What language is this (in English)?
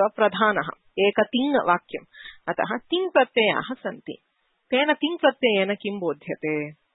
Sanskrit